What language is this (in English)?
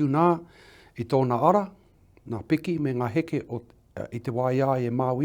Māori